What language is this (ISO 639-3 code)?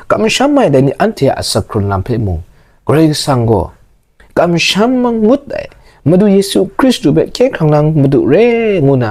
kac